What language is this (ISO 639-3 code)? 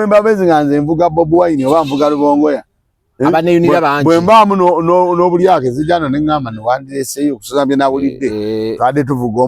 lug